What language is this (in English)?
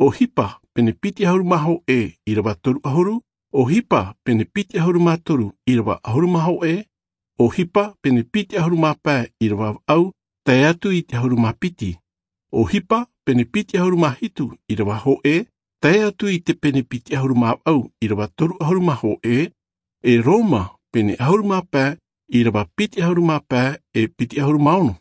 Tahitian